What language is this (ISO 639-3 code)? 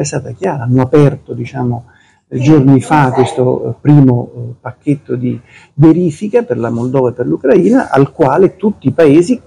ita